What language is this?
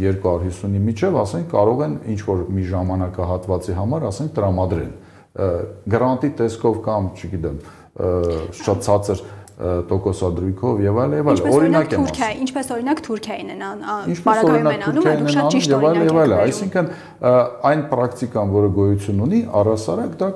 Armenian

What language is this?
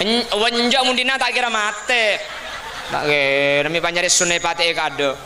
Madurese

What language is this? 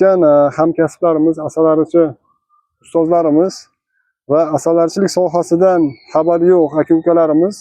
Uzbek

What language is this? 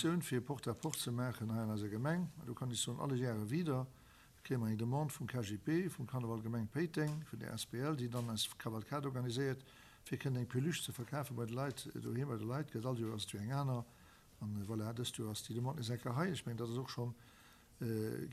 Luxembourgish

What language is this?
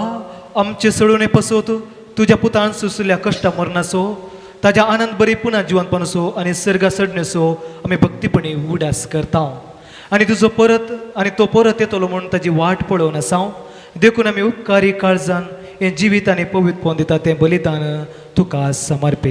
Konkani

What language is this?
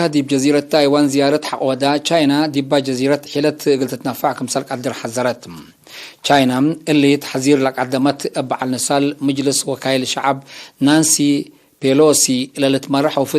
Tigre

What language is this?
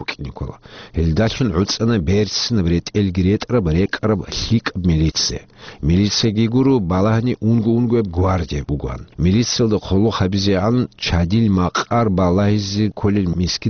Avaric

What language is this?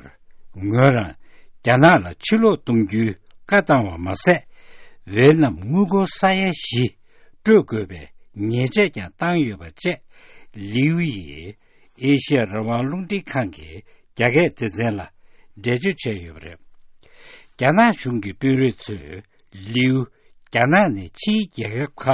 Tibetan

